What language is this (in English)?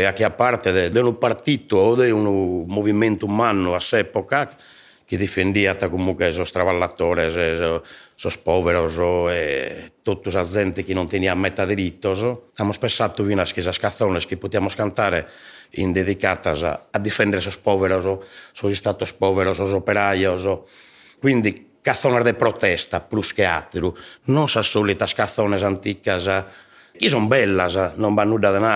Sardinian